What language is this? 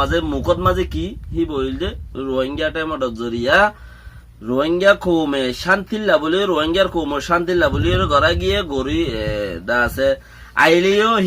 Rohingya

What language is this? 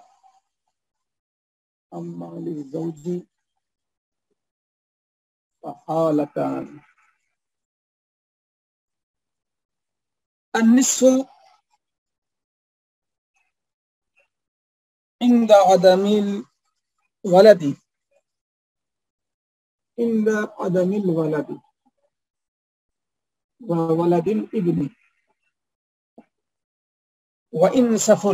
Urdu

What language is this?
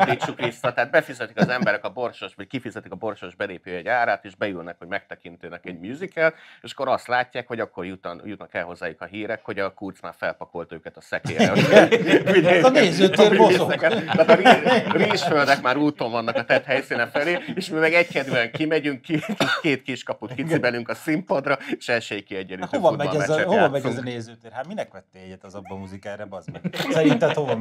Hungarian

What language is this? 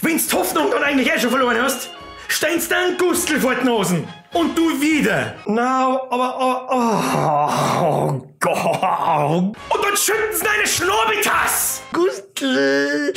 Bavarian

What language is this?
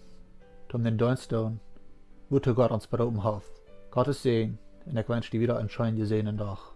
Plautdietsch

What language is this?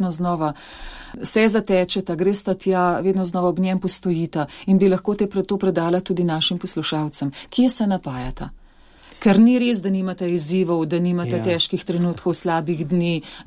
Slovenian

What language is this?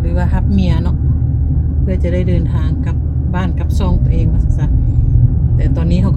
Lao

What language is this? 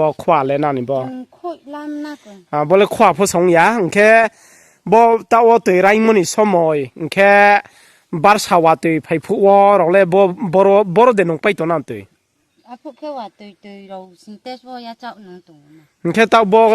Riang (India)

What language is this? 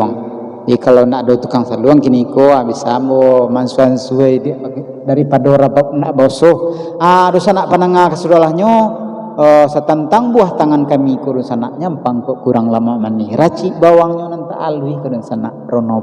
Minangkabau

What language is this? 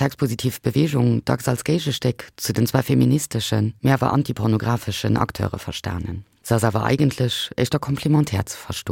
Luxembourgish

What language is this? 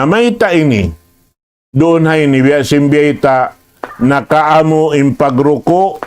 Tausug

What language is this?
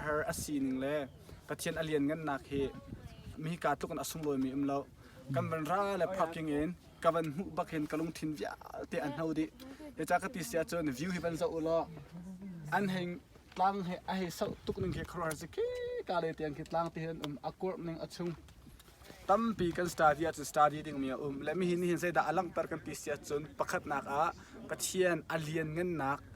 Hakha Chin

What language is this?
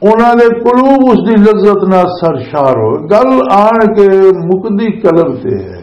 Western Panjabi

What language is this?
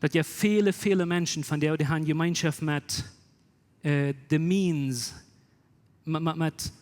Plautdietsch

